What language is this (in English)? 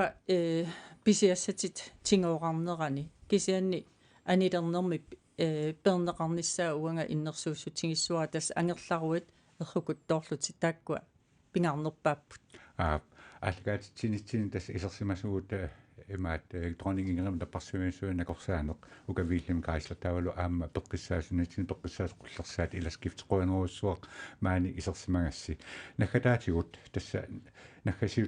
Kalaallisut